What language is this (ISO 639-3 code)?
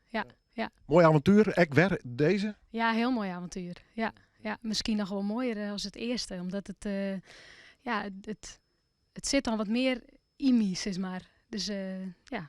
fry